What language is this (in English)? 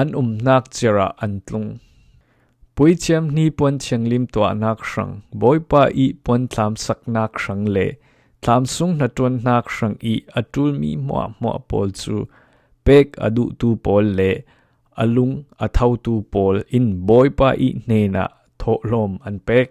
Falam Chin